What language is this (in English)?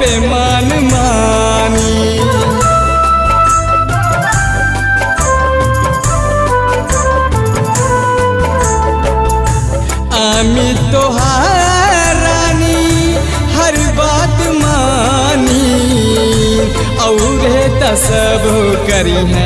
Bhojpuri